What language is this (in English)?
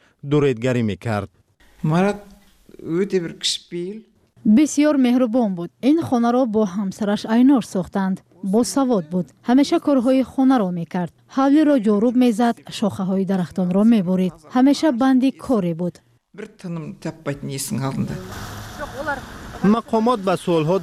Persian